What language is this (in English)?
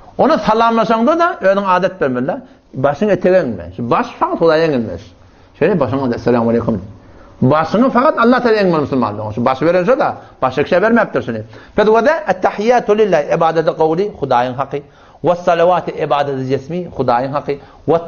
Turkmen